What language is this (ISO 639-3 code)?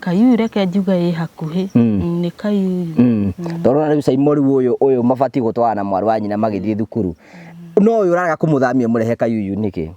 kik